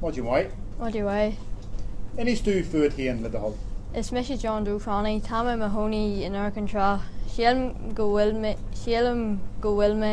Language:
Irish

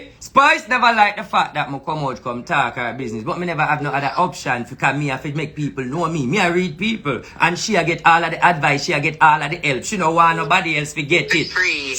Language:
Jamaican Creole English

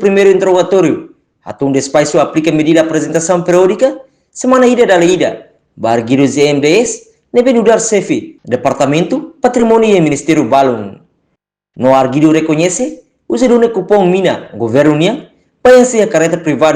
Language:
Tetum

